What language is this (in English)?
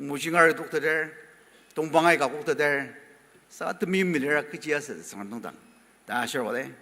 Ao Naga